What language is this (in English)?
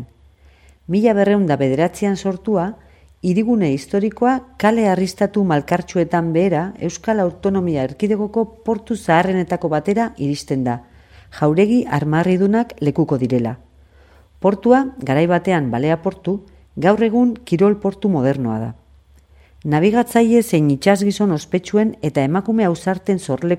Basque